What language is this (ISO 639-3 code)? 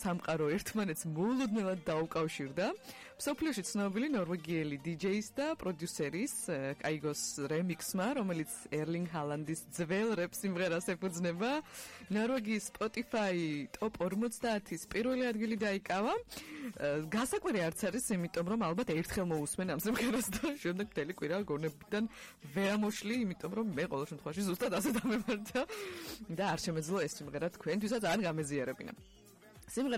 kat